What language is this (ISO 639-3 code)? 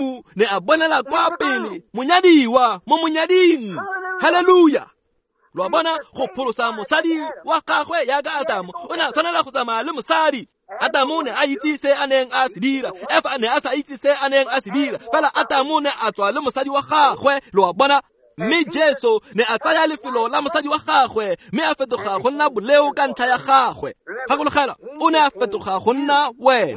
tsn